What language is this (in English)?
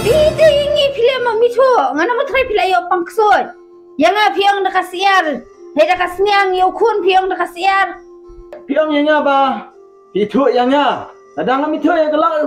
Khasi